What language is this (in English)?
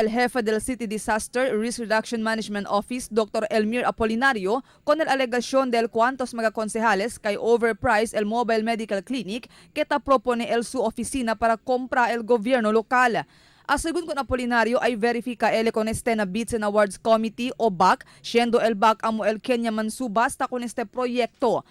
Chavacano